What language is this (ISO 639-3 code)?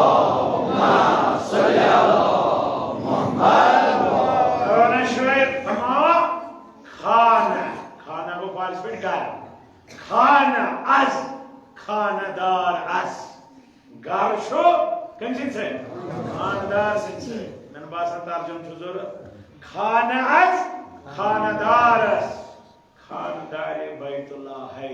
kas